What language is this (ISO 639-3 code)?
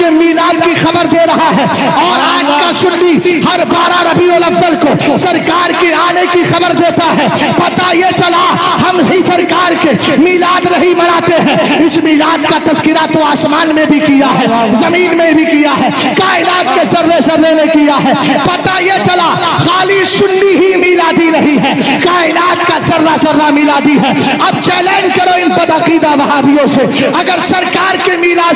urd